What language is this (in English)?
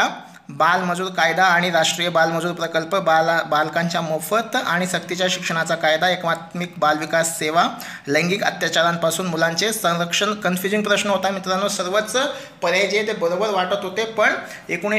Marathi